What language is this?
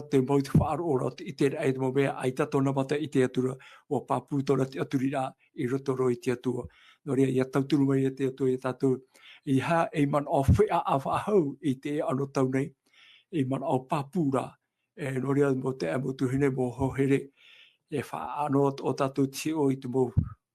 Tahitian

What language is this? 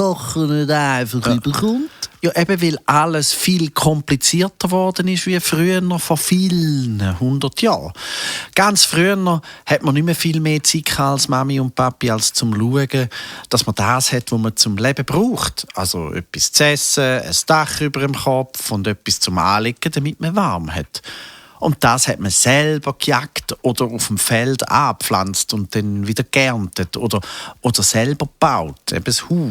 Swiss German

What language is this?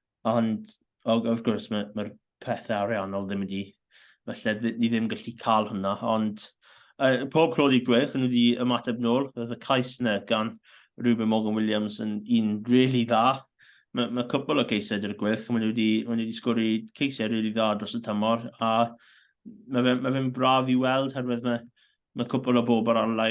Welsh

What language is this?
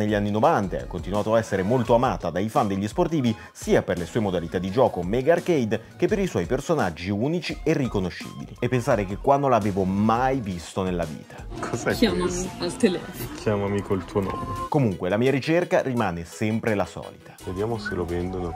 Italian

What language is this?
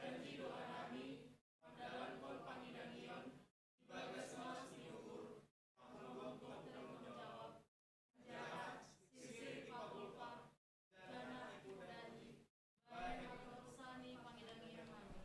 Batak Simalungun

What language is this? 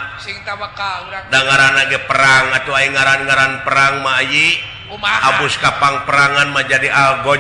Sundanese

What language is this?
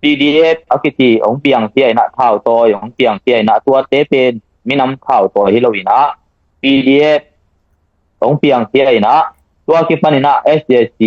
Tedim Chin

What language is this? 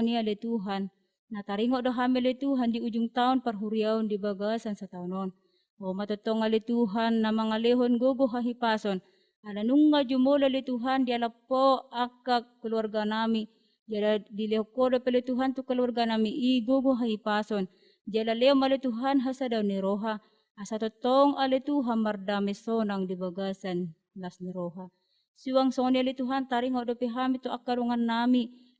Batak Toba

